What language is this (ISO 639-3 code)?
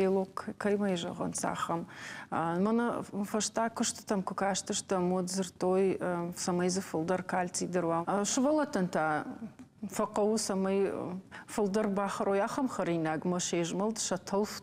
oss